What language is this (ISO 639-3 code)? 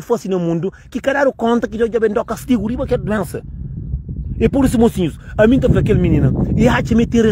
kea